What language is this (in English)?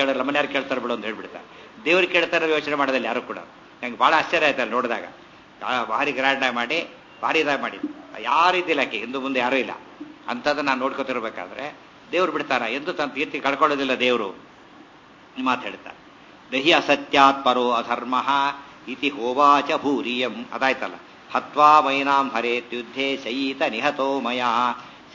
Kannada